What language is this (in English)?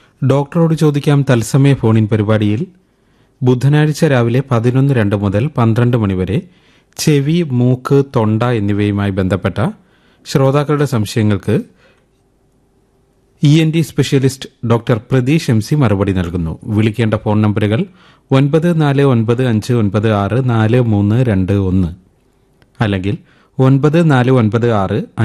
Malayalam